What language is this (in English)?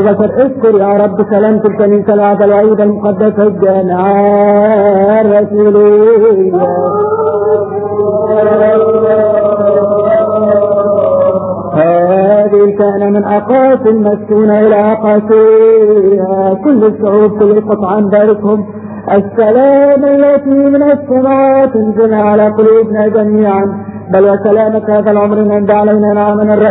Arabic